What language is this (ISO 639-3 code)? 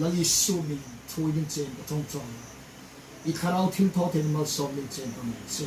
hmr